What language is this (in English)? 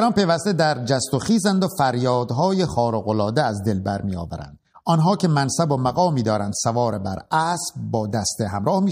Persian